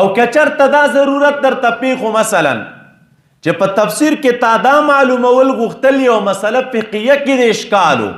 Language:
Pashto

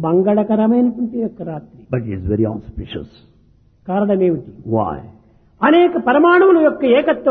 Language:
Telugu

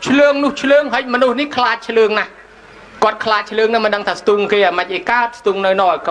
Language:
Khmer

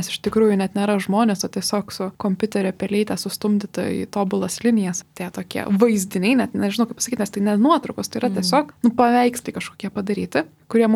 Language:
Lithuanian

